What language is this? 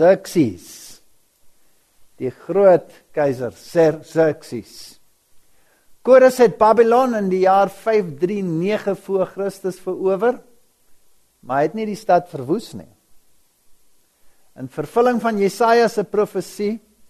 Afrikaans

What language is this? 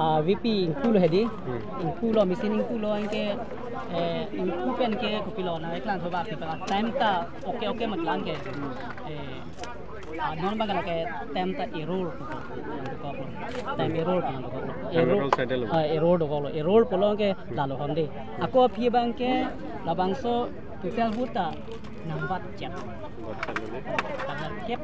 Karbi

